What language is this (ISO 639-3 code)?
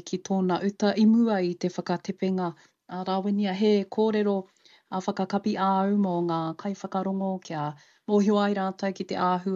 mri